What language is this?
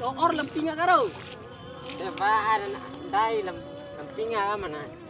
Bima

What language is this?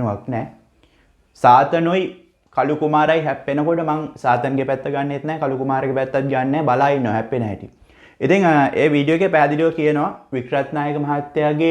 Sinhala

